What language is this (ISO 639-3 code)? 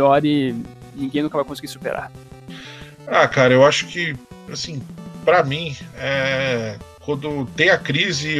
por